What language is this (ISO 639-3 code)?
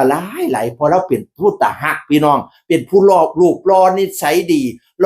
tts